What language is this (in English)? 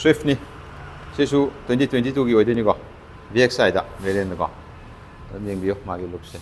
Manipuri